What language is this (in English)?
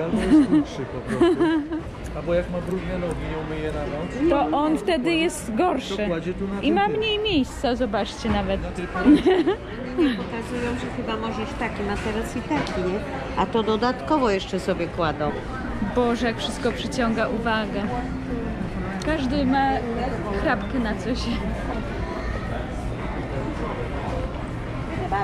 Polish